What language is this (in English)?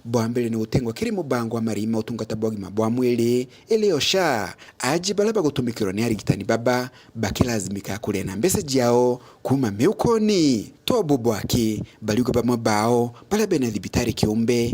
Meru